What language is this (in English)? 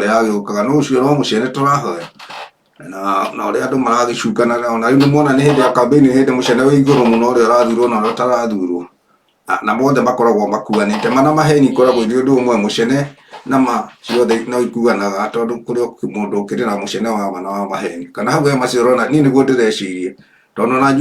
Kikuyu